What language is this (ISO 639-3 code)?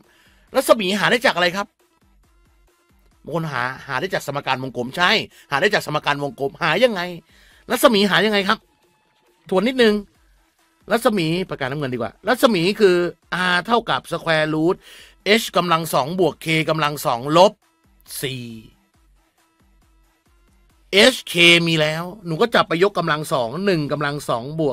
tha